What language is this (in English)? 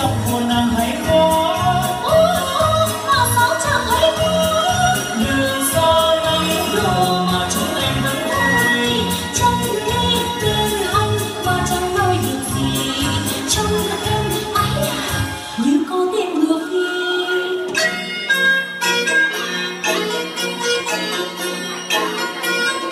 Vietnamese